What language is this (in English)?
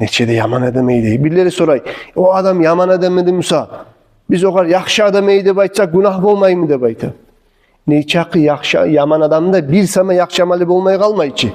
Kumyk